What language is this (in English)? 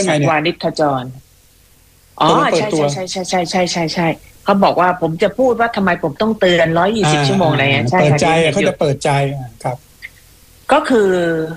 Thai